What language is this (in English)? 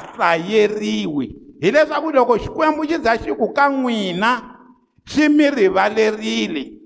Tsonga